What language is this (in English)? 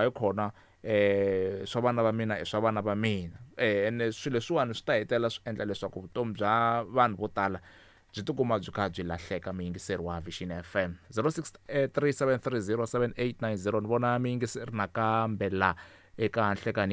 Tsonga